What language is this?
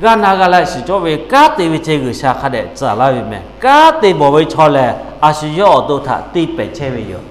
Lahu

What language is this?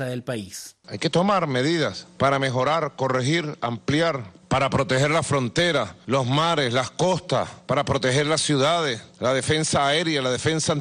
Spanish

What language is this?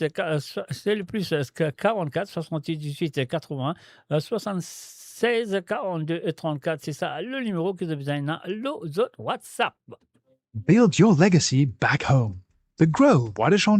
Morisyen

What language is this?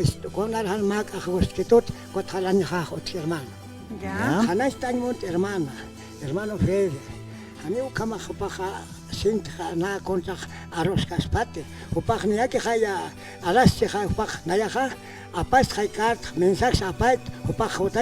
Aymara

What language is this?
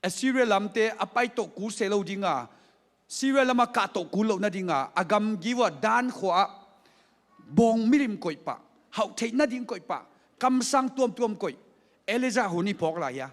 Tedim Chin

